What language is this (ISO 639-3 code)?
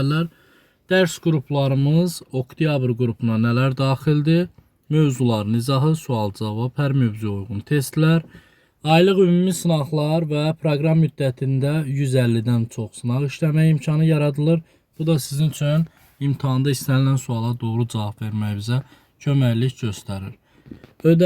aze